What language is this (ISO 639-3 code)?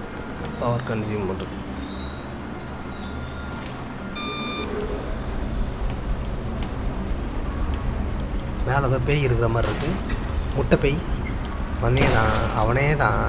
tam